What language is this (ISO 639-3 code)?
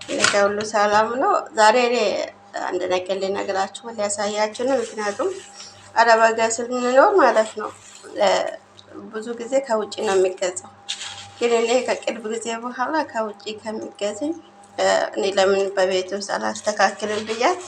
amh